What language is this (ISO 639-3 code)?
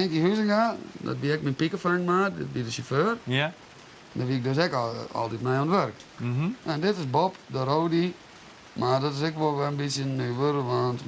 fry